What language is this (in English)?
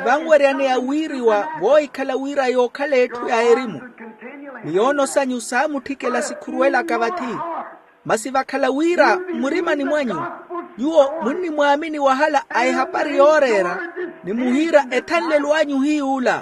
Makhuwa